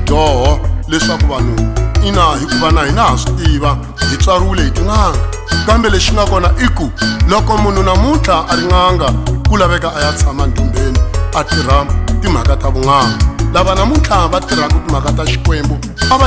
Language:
Tsonga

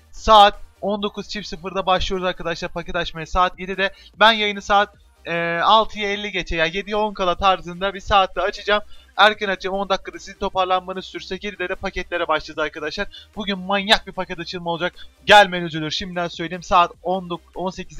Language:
Turkish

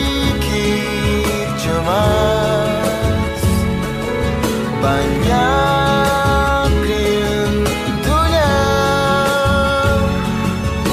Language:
Indonesian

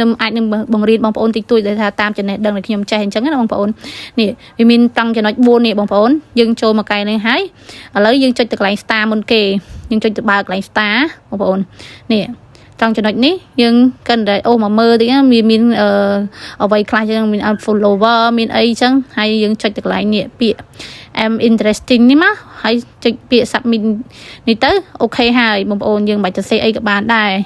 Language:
Khmer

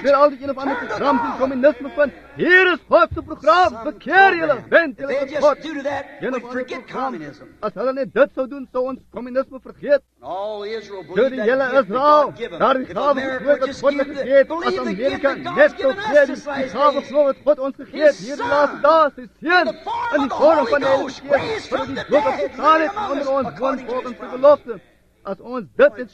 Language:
Afrikaans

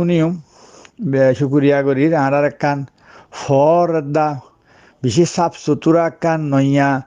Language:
Rohingya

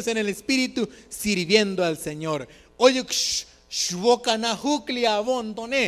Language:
Tzotzil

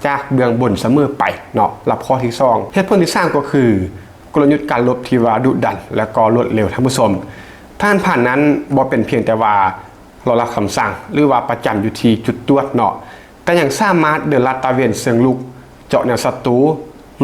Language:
Lao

